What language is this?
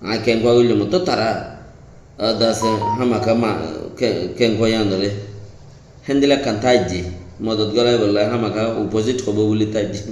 Rohingya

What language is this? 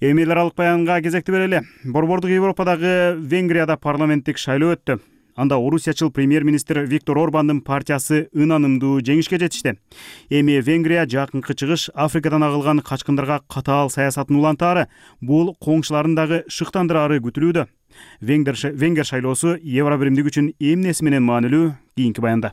Kyrgyz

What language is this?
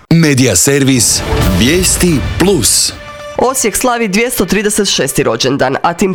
Croatian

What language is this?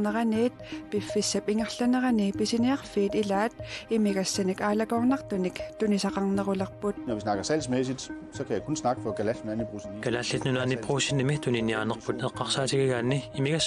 Kalaallisut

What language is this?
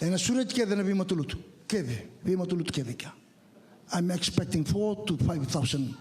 Fijian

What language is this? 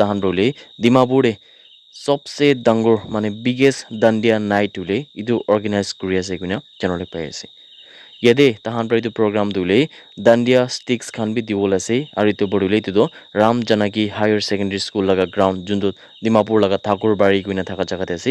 Naga Pidgin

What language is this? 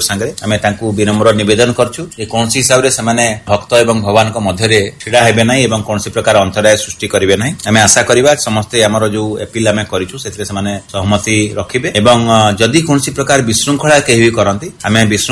Odia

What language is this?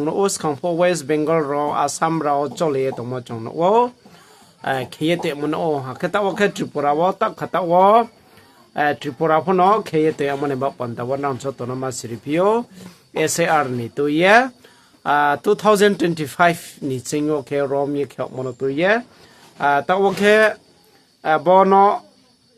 Riang (India)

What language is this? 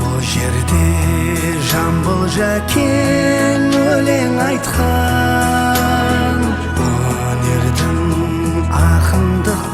Kara-Kalpak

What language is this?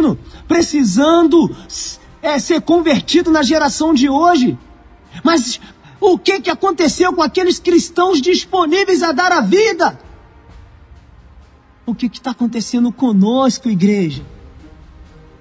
Portuguese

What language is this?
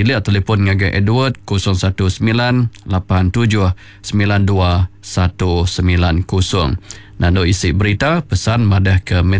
Iban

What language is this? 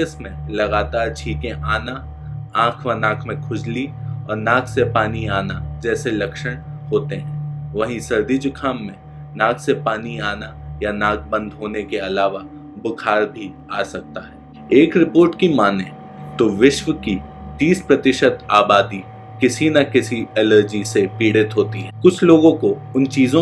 Hindi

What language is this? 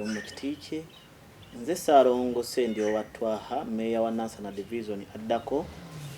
Ganda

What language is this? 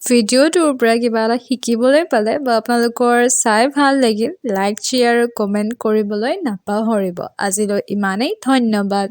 Assamese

